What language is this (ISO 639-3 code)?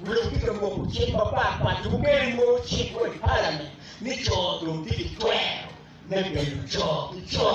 ach